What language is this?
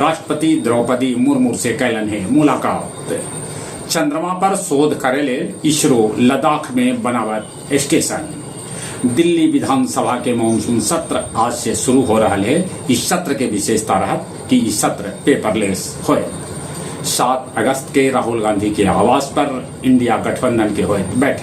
Magahi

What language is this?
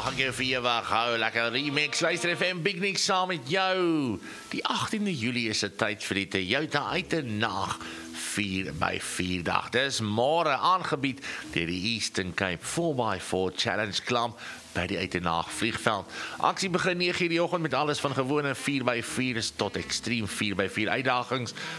Afrikaans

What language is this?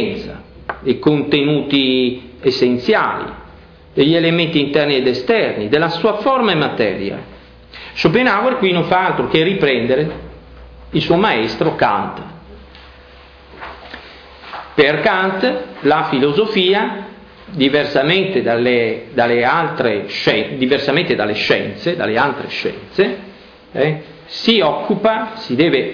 Italian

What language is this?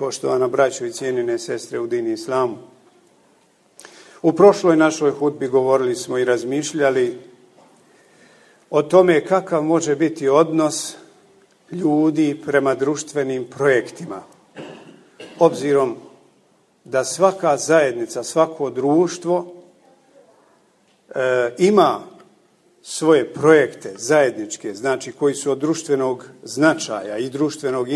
Bosnian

